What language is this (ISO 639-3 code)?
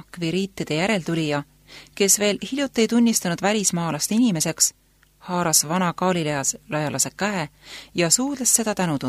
est